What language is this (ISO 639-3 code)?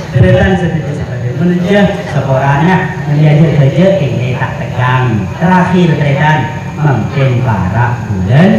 mad